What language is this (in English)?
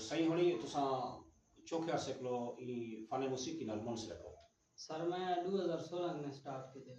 Saraiki